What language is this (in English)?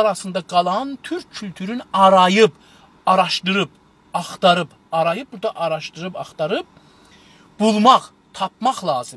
South Azerbaijani